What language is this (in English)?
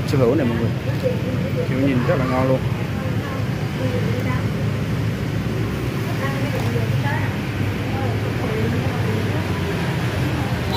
Vietnamese